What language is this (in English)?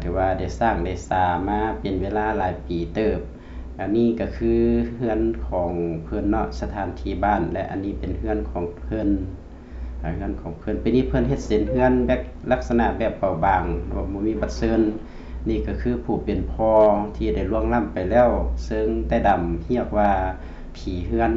Lao